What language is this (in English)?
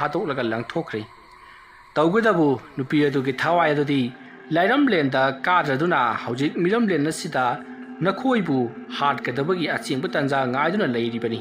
Manipuri